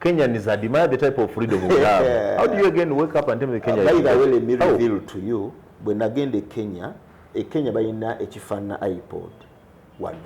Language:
Ganda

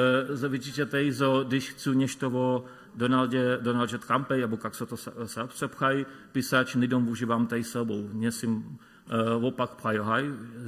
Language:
Upper Sorbian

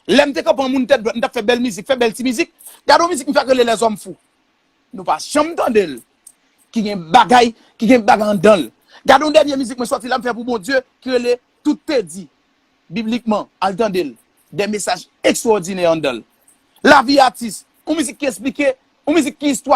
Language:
Haitian Creole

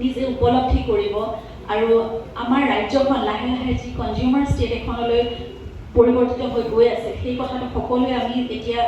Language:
Assamese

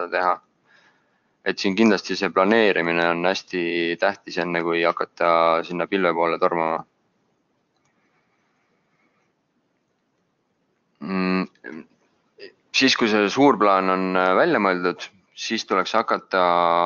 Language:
Estonian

